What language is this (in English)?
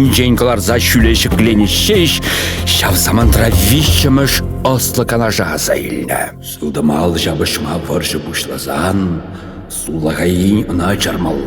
Chuvash